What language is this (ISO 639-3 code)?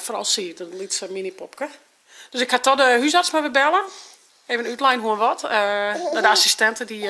fry